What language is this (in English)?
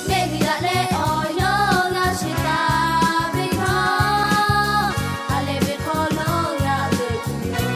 Lahu